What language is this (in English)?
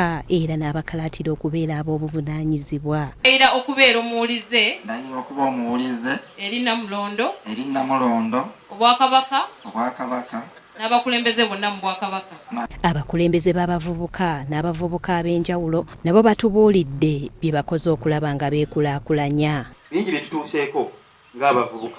Ganda